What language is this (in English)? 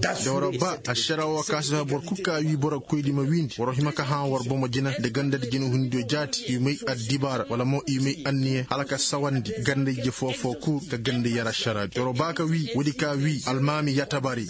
Koyraboro Senni